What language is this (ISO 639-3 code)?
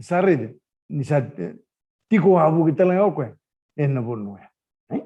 fij